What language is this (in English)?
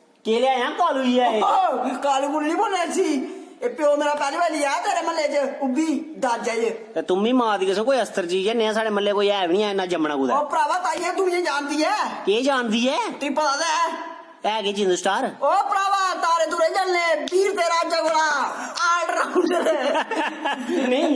Dogri